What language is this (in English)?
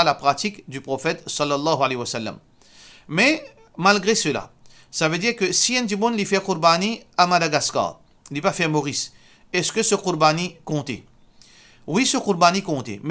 Morisyen